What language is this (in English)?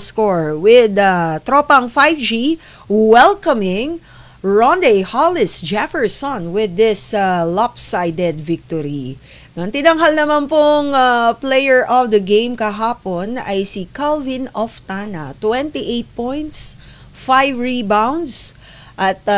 Filipino